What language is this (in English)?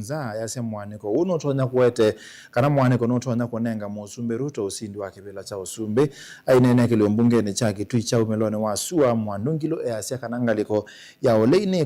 Kamba